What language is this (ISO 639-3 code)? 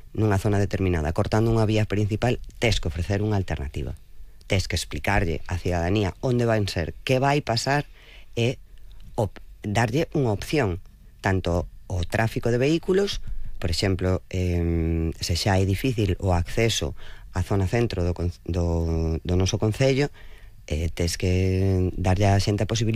glg